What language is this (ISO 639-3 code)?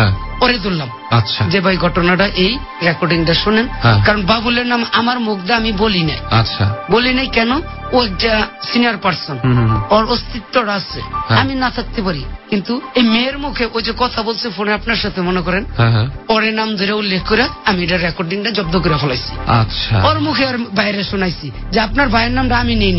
ben